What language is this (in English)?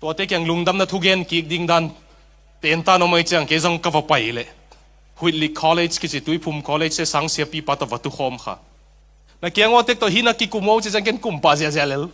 Tedim Chin